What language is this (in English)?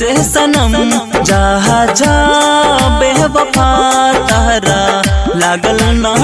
Bhojpuri